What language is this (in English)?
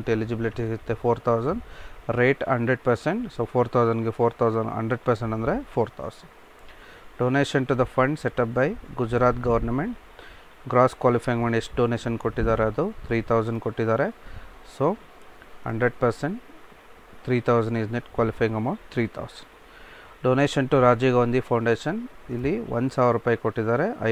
Kannada